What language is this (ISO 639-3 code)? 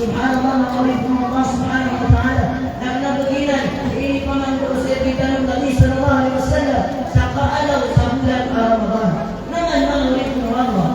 mrw